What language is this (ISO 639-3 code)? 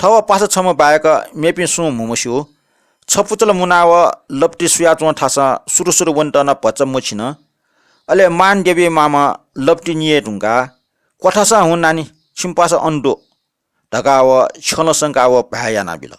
new